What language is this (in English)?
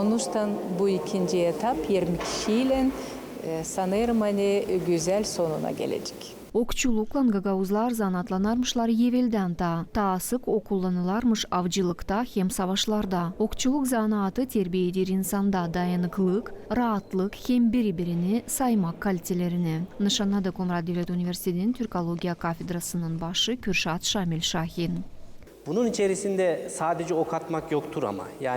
Gagauz